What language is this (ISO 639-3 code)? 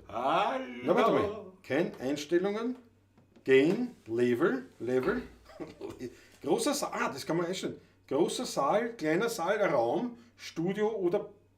bar